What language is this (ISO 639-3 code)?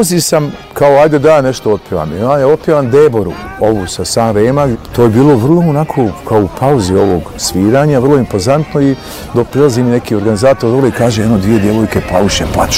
bos